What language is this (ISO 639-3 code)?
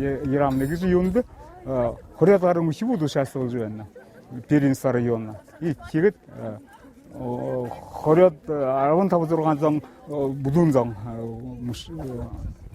bua